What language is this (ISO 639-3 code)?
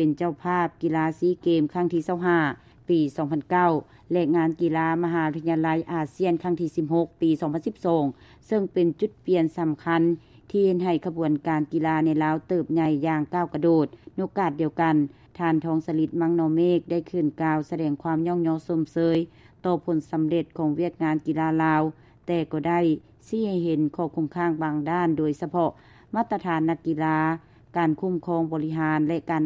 lao